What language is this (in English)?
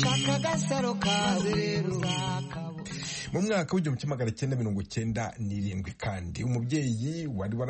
Kinyarwanda